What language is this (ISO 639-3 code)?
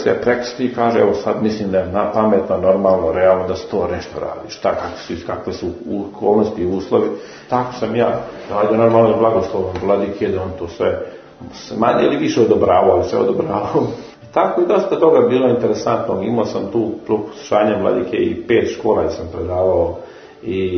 srp